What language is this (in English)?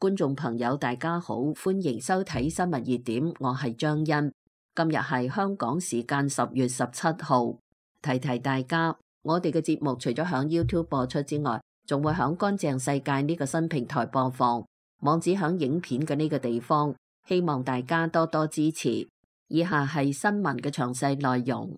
Cantonese